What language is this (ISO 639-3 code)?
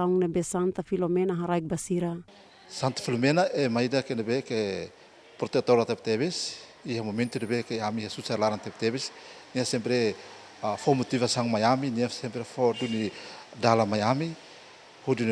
tet